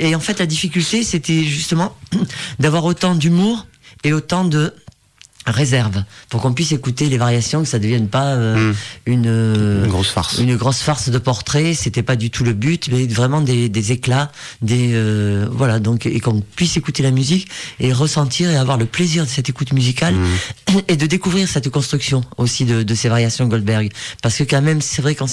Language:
French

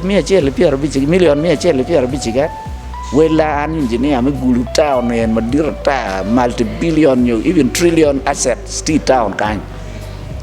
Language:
Acoli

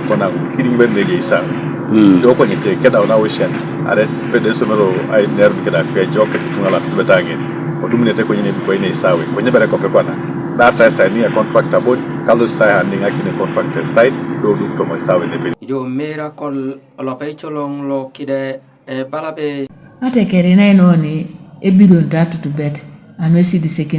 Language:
Teso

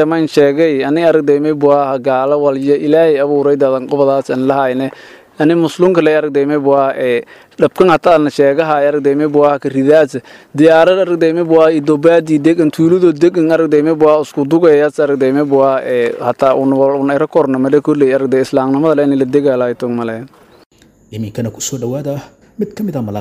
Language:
Somali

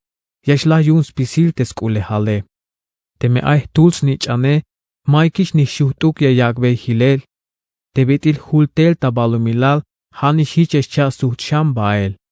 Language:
Tzeltal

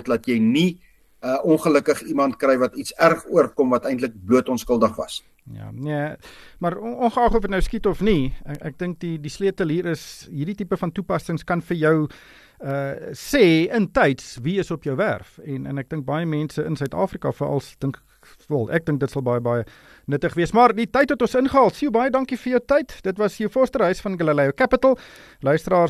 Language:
Afrikaans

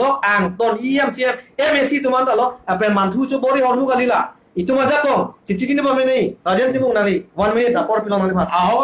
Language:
Karbi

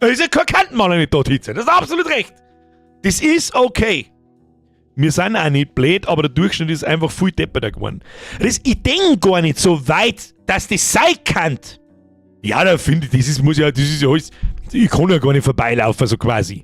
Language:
Bavarian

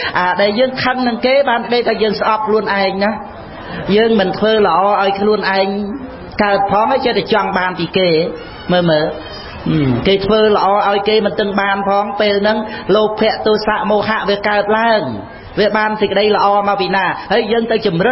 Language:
Khmer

